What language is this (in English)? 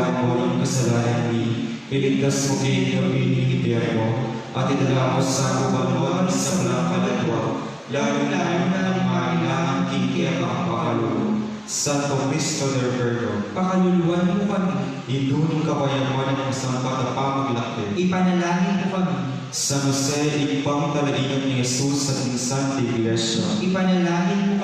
Pampanga